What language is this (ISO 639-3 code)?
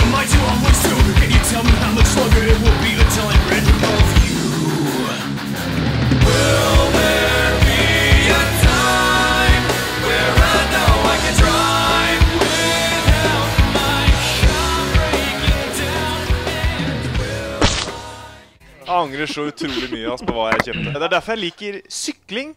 nor